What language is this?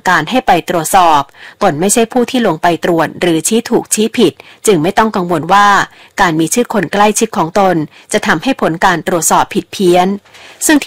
Thai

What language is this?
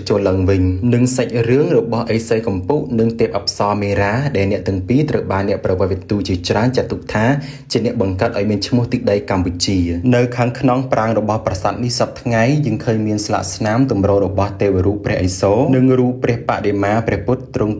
Khmer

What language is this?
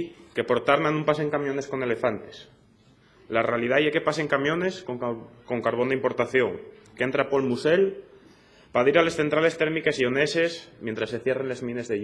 Asturian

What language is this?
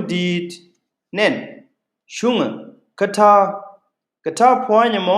Nuer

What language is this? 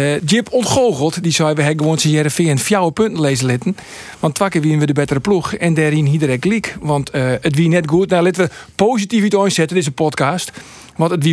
Western Frisian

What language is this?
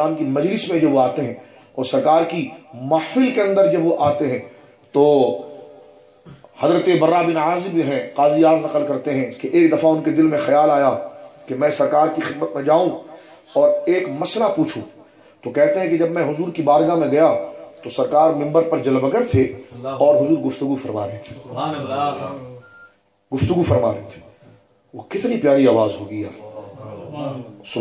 Urdu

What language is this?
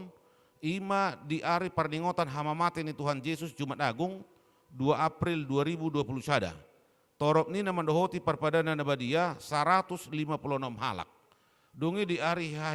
Batak Toba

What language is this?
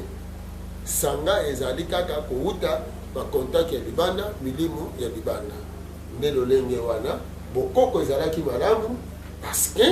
Lingala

